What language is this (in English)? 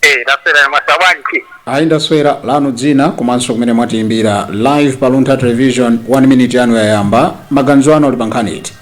Nyanja